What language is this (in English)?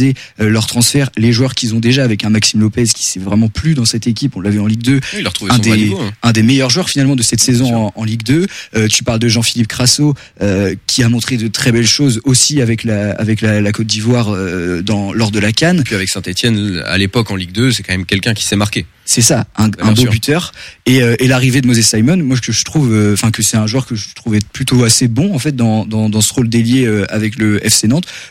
French